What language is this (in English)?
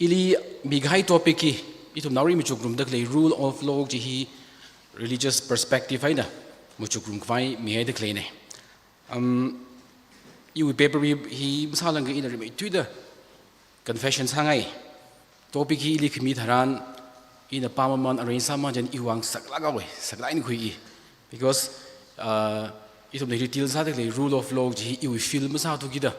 Tangkhul Naga (India)